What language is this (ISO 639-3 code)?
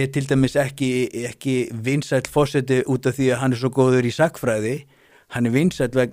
isl